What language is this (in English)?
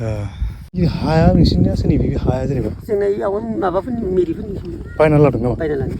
Bodo